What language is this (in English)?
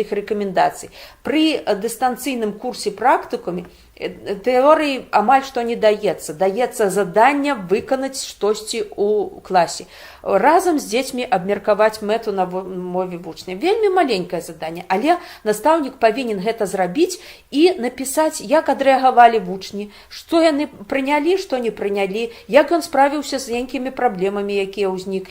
Belarusian